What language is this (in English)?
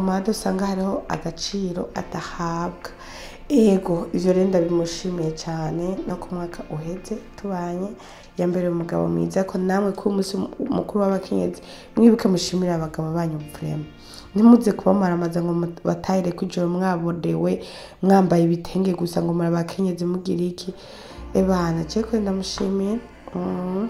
Rundi